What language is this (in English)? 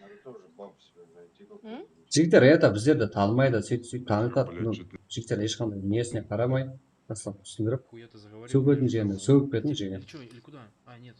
Kara-Kalpak